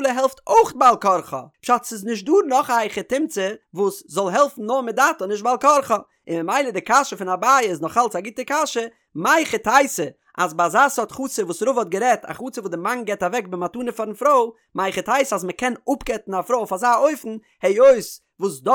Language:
Yiddish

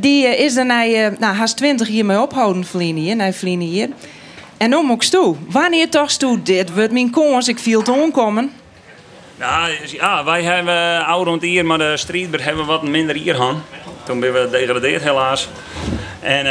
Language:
Western Frisian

